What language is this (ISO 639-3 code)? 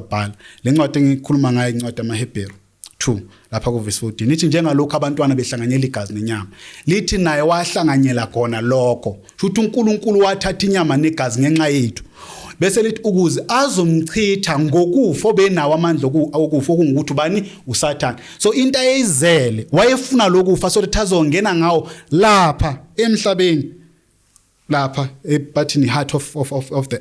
zul